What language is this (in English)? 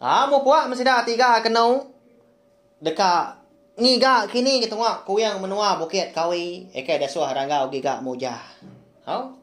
Iban